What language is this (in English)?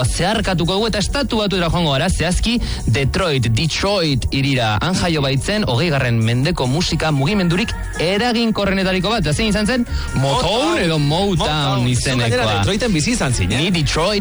Basque